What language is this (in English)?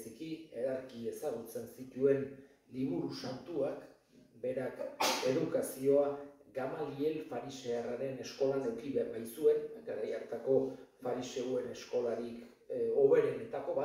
Basque